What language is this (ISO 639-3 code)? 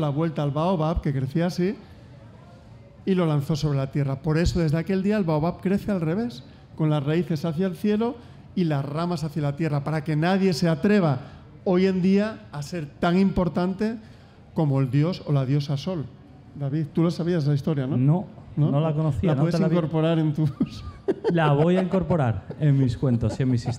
spa